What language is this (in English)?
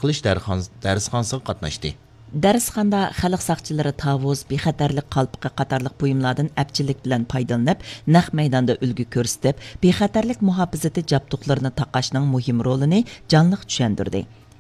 Uyghur